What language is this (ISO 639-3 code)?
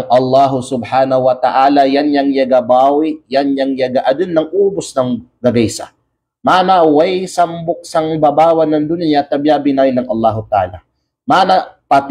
kqe